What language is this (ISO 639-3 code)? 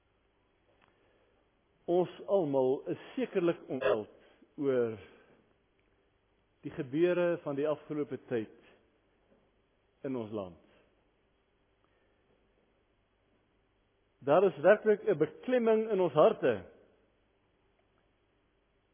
afr